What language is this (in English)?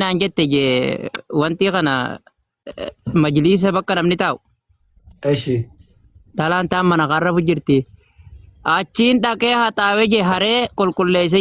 Oromo